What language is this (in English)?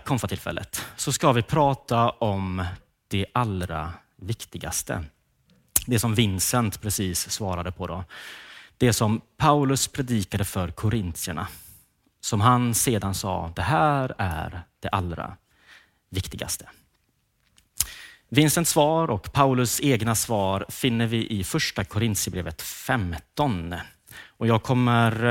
Swedish